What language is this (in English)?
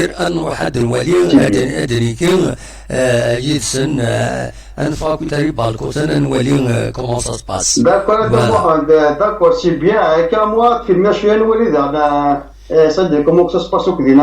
Kabyle